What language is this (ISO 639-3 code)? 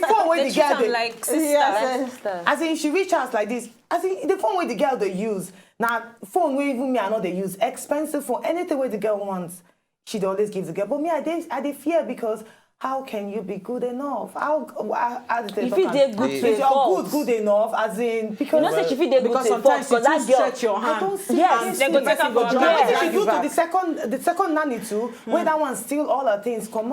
pcm